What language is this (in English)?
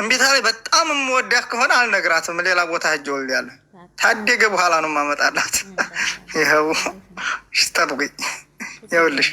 Amharic